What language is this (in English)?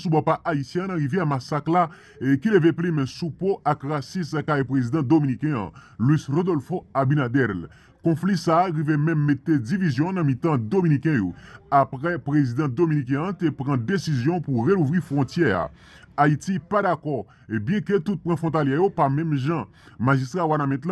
Haitian Creole